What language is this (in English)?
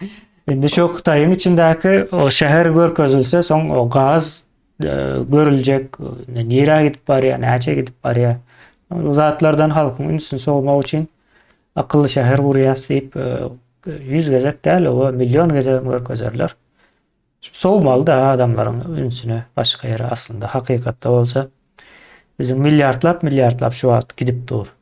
Turkmen